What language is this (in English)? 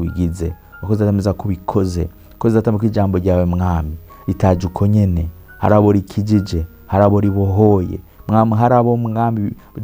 Rundi